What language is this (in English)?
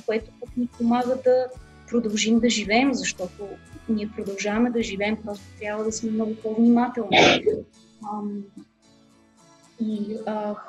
Bulgarian